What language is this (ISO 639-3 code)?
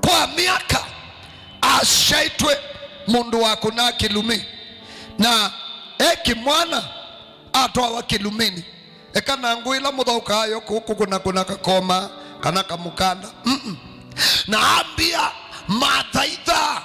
kam